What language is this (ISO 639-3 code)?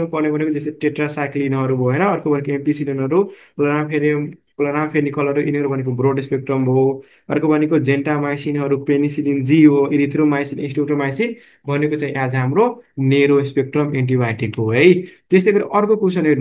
nep